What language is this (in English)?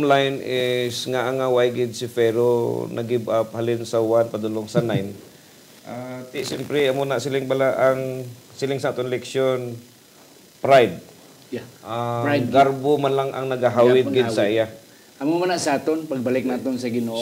Hiligaynon